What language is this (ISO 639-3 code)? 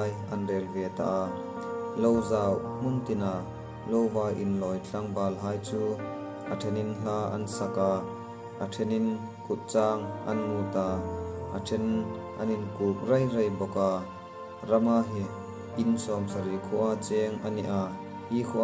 hmr